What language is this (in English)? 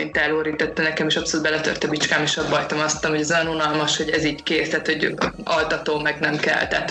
Hungarian